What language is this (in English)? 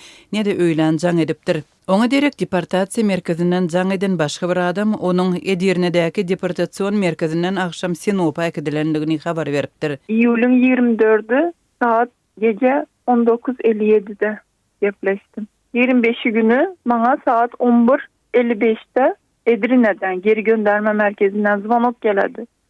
Turkmen